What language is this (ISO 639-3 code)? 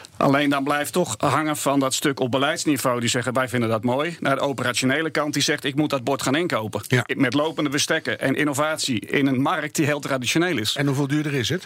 nld